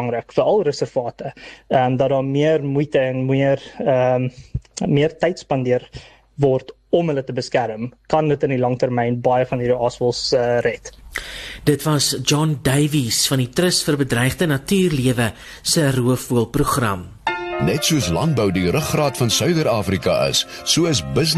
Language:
Afrikaans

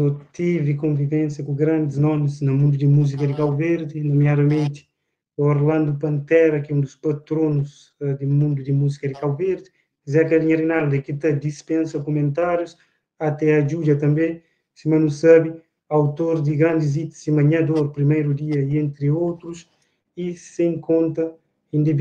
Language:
Kabuverdianu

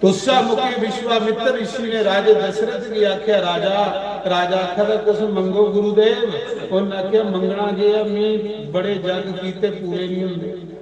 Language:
Dogri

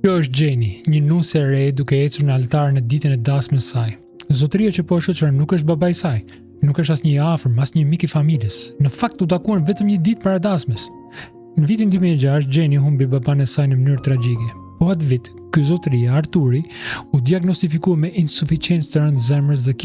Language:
Albanian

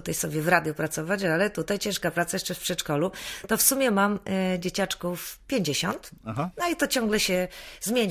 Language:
Polish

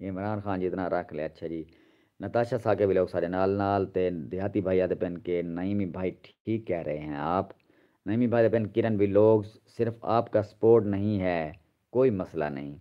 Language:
Saraiki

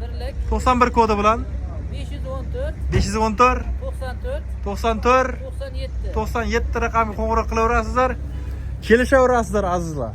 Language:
Uzbek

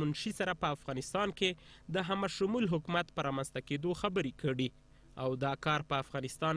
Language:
Pashto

